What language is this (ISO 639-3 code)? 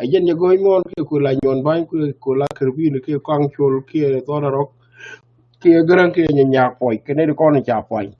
nus